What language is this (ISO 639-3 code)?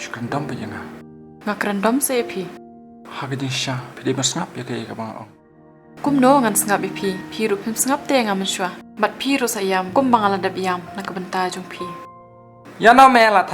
kha